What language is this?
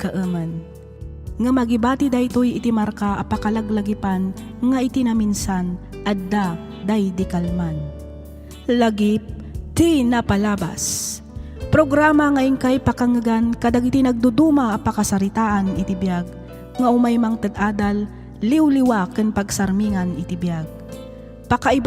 Iloko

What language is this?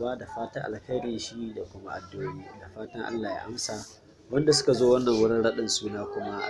Hausa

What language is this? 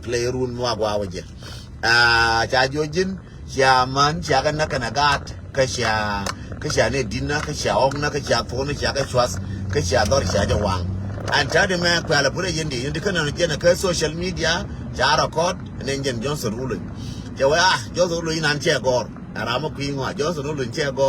Nuer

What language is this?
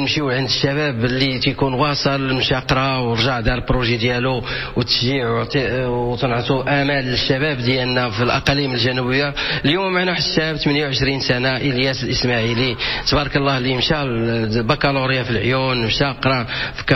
Moroccan Arabic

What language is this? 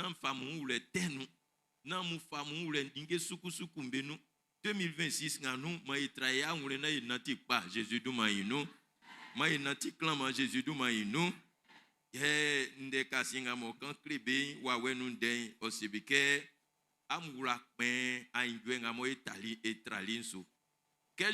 Baoulé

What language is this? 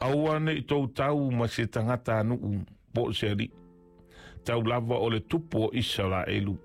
Samoan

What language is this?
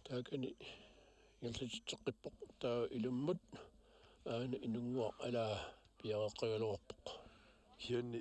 Kalaallisut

